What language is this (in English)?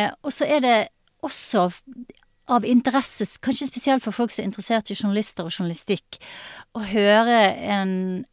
Norwegian